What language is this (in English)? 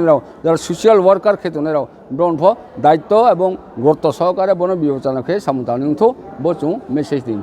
Riang (India)